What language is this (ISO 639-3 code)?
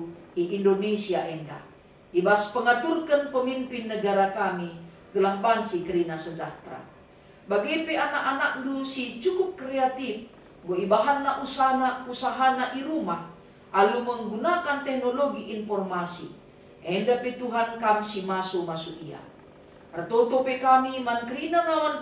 btx